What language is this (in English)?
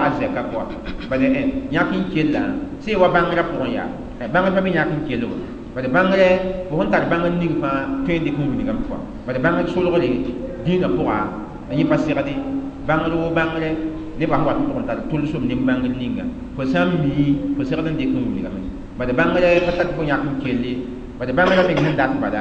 Mossi